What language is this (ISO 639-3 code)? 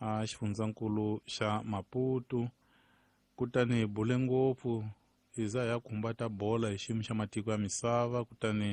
tso